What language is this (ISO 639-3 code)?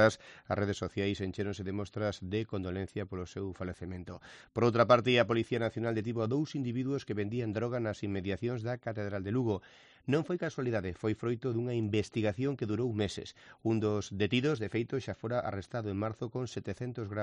glg